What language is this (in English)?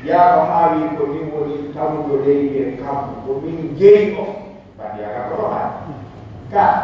Pular